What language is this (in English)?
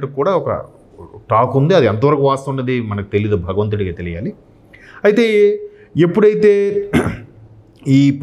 Telugu